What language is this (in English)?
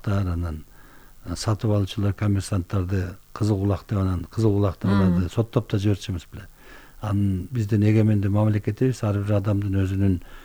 Kyrgyz